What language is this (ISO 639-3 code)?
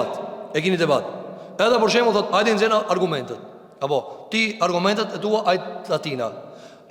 sqi